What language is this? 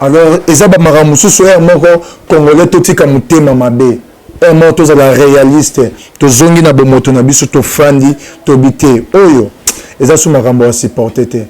Lingala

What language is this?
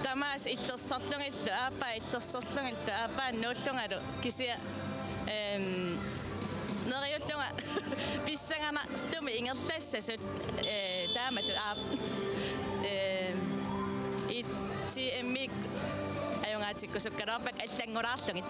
Kalaallisut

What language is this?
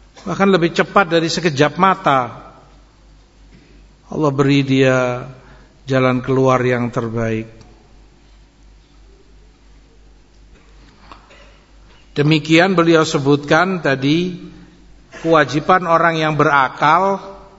Indonesian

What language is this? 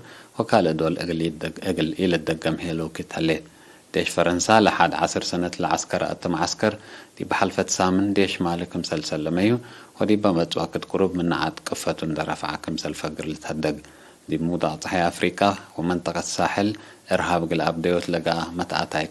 Tigre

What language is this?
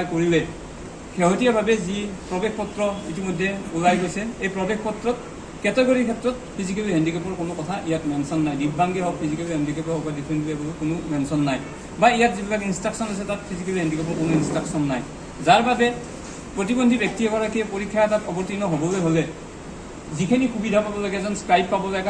Assamese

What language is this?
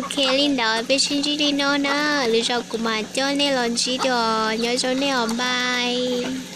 Hmong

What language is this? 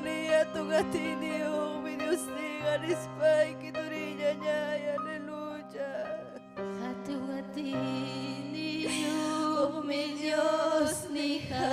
Ayacucho Quechua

